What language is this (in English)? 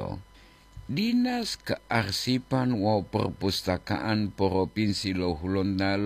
Gorontalo